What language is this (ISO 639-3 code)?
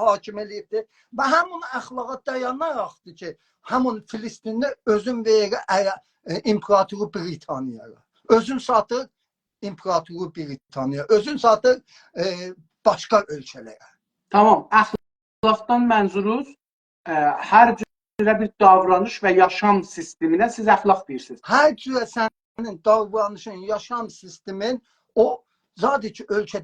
azb